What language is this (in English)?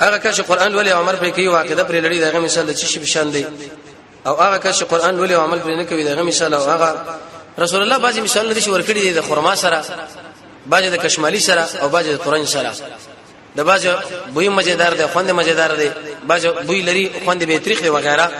Pashto